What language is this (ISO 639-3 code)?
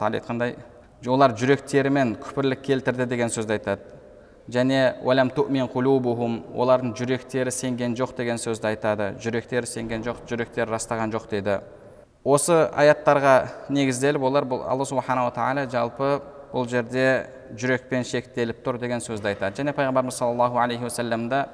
kaz